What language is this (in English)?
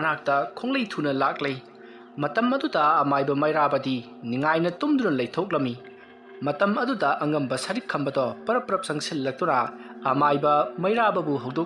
Manipuri